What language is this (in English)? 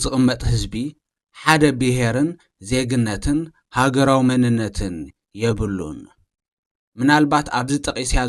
Tigrinya